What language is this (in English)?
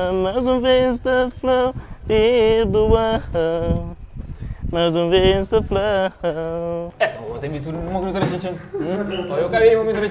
Kabuverdianu